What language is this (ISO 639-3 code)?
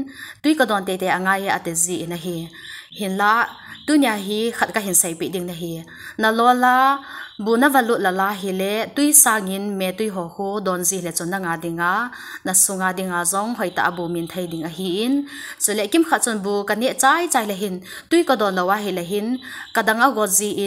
tcz